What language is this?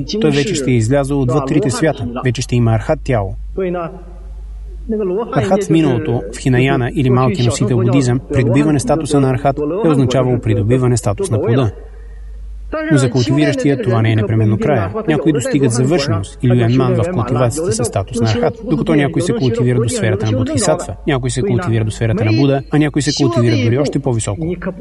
Bulgarian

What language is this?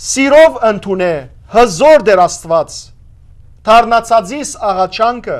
Western Armenian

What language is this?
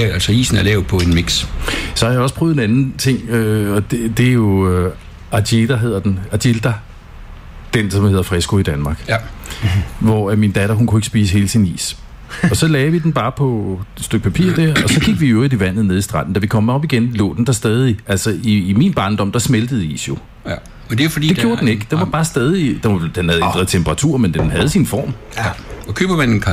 Danish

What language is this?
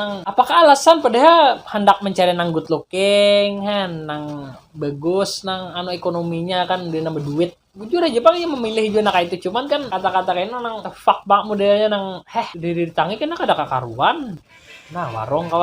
Banjar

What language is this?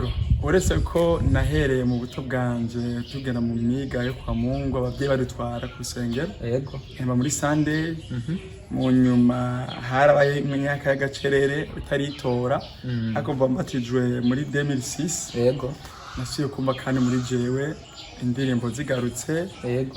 Rundi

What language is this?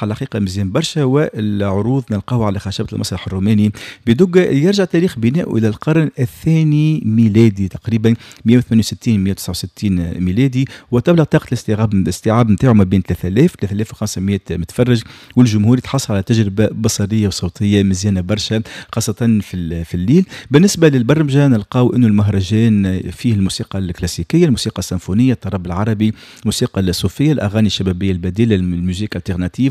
Tunisian Arabic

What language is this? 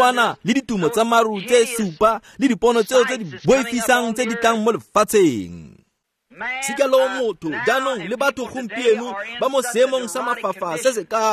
Tswana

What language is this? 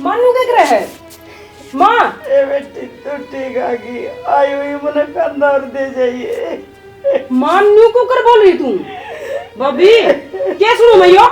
Haryanvi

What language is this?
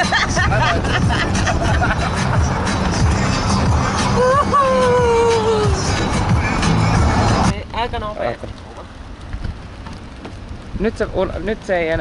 Finnish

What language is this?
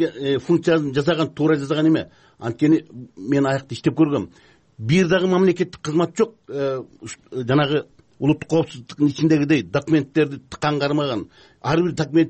Kyrgyz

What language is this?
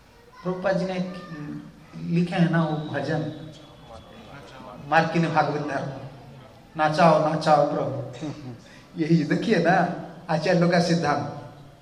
Hindi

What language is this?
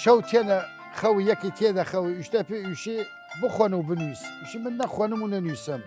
Southern Kurdish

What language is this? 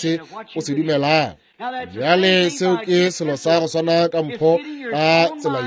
Northern Sotho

